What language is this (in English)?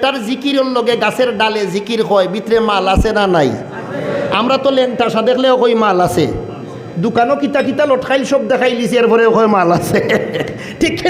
Sylheti